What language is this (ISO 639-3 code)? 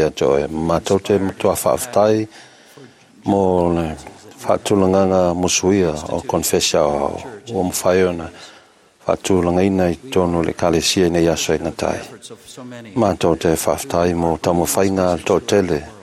smo